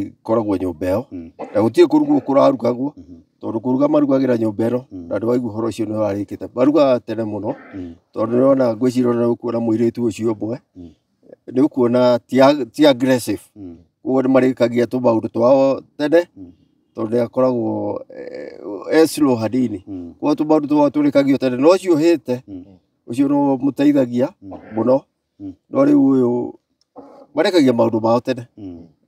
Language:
Kikuyu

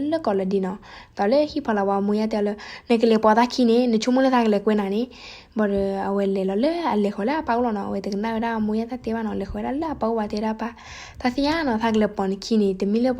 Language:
S'gaw Karen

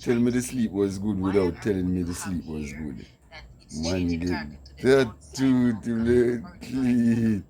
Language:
Jamaican Creole English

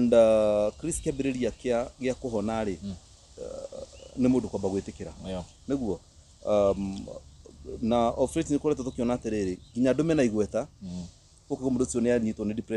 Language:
Kikuyu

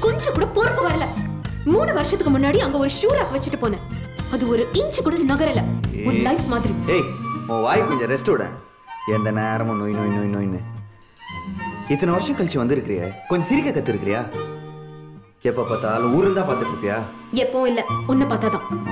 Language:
Tamil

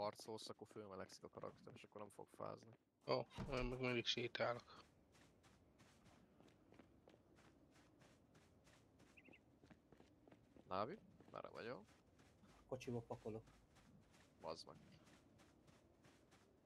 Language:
Hungarian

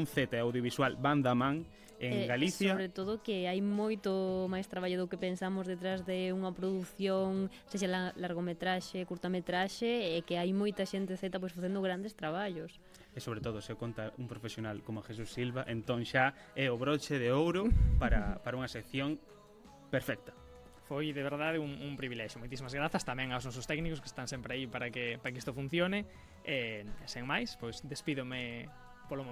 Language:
Galician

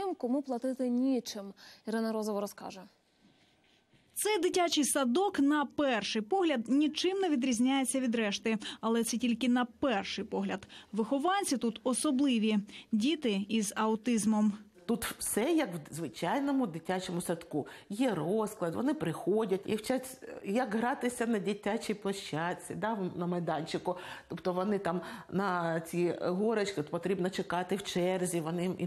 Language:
Ukrainian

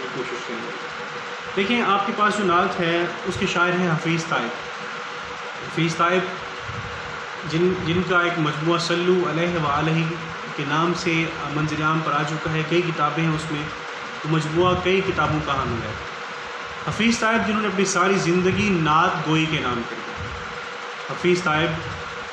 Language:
Urdu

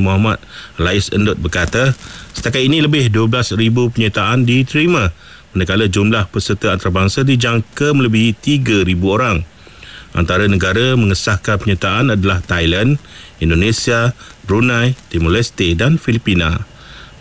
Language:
Malay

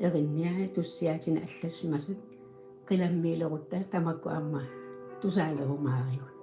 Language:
Kalaallisut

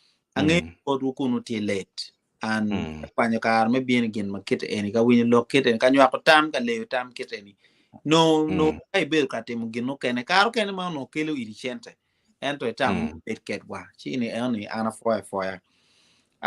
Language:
Acoli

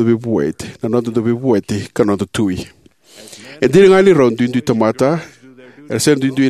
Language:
Fijian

